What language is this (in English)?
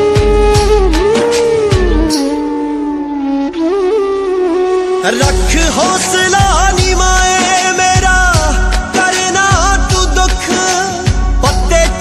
Punjabi